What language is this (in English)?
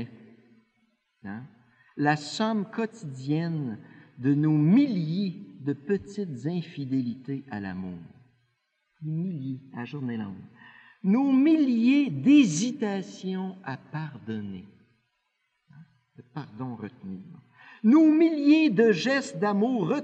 French